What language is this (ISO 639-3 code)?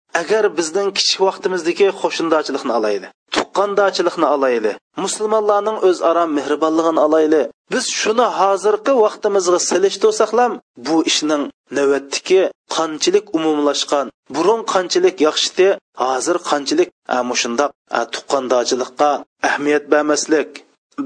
uig